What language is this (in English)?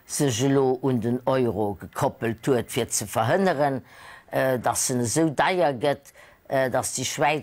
Luxembourgish